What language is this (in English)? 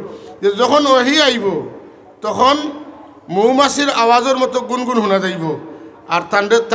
Sylheti